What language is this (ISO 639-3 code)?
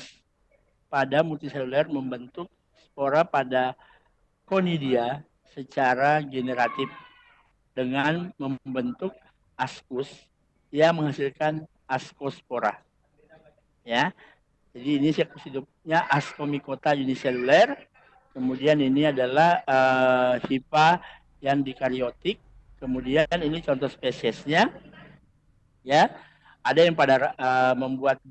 ind